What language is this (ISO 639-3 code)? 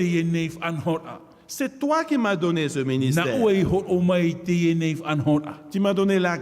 tah